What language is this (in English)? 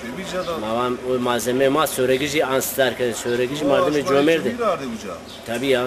Zaza